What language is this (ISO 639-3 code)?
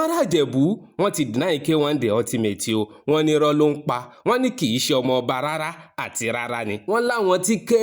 yor